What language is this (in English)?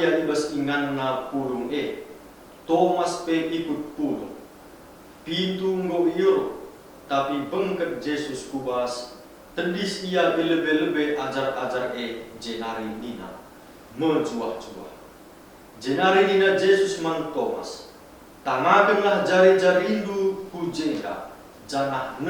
Batak Karo